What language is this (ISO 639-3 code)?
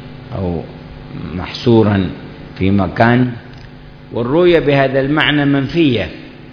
ara